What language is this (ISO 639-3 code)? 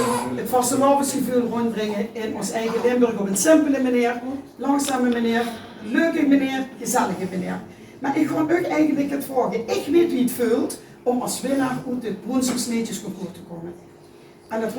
lim